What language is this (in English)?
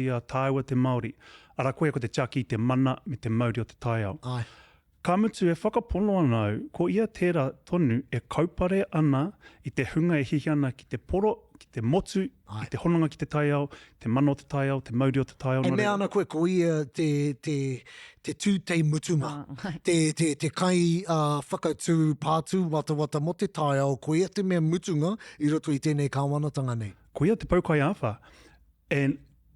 Māori